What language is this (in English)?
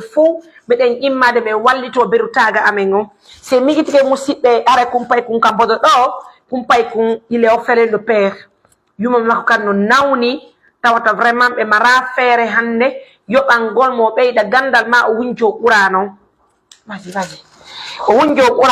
Pular